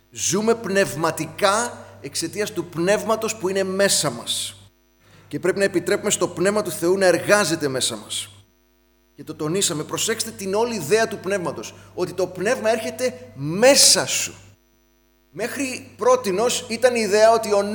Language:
Greek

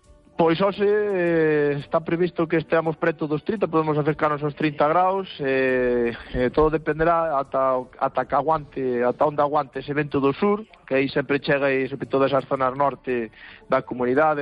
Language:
Galician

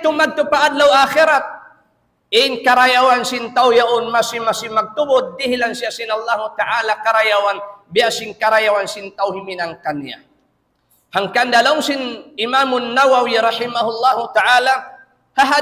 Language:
Tausug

